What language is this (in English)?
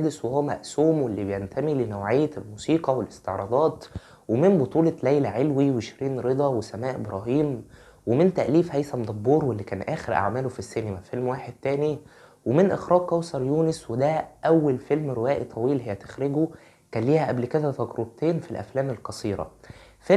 Egyptian Arabic